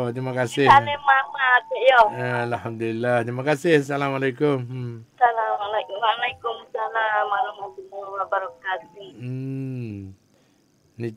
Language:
Malay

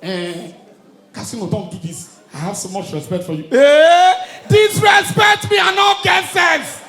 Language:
Nigerian Pidgin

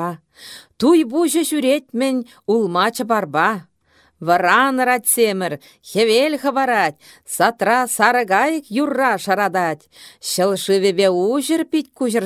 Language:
Chuvash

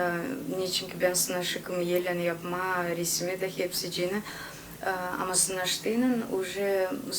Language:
Gagauz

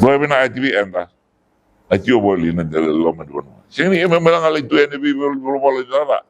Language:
Fijian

